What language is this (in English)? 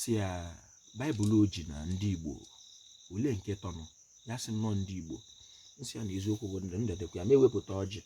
Igbo